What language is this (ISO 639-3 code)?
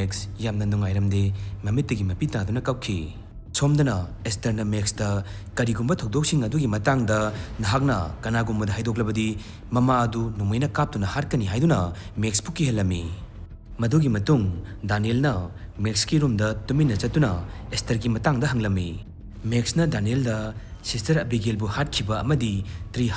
mni